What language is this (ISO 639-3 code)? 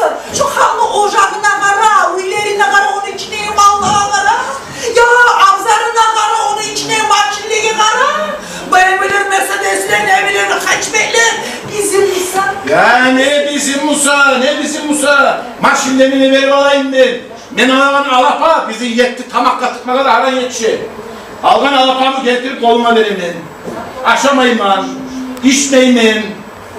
kum